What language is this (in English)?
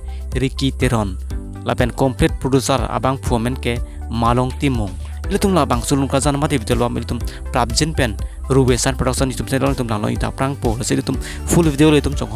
Karbi